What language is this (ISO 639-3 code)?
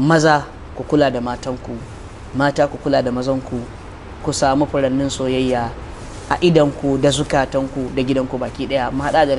hau